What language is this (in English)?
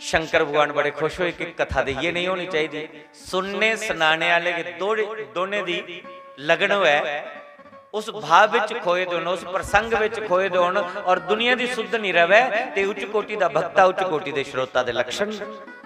Dogri